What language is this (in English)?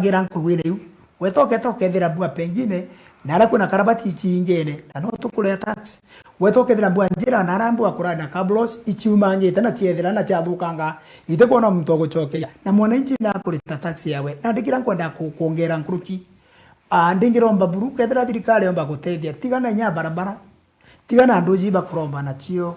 Meru